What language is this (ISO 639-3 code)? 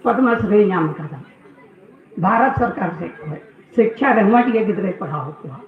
sat